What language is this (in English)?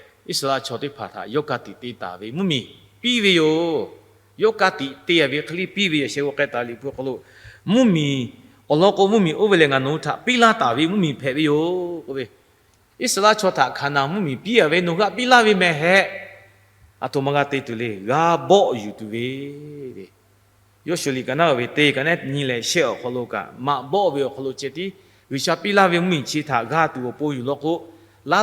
Lahu